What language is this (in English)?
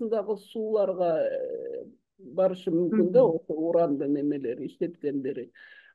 Kyrgyz